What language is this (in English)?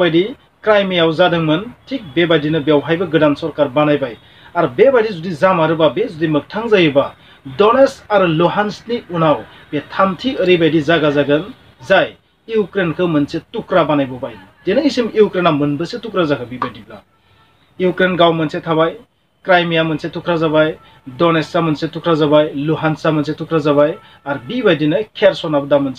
Bodo